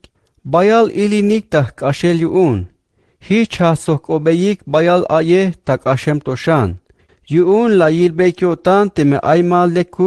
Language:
Tzeltal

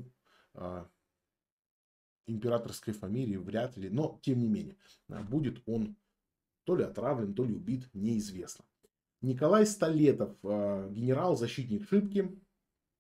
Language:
Russian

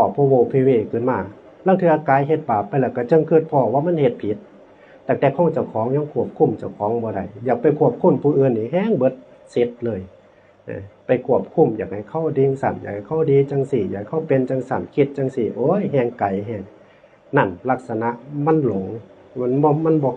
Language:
Northeastern Thai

